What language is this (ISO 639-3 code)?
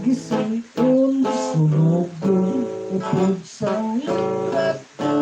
hil